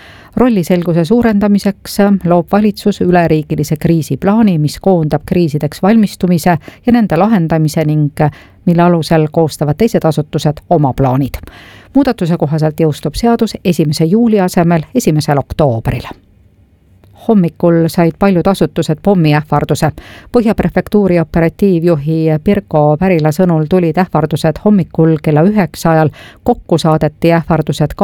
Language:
Estonian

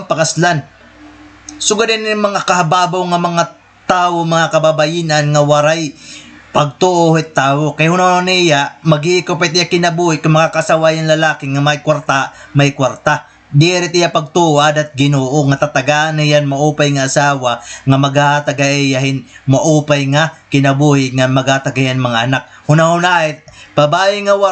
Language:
Waray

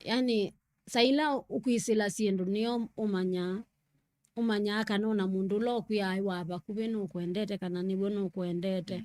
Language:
Kamba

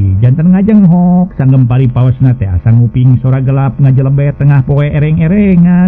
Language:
Sundanese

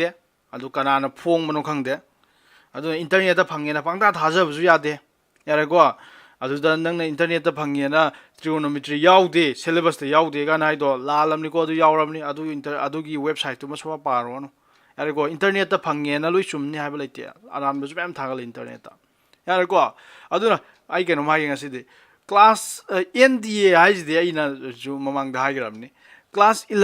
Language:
Manipuri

